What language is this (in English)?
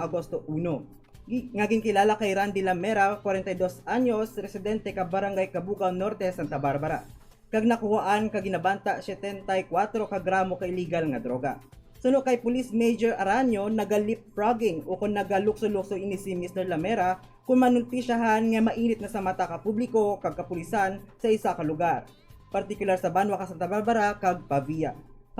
Hiligaynon